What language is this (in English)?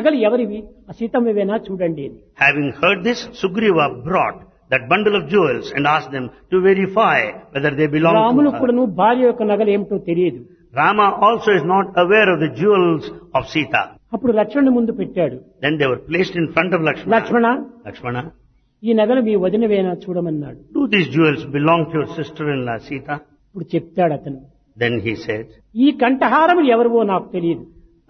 Telugu